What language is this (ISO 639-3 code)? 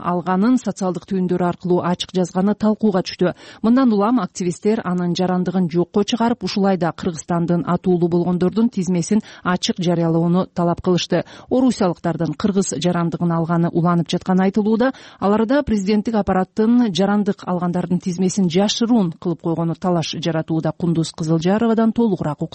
kir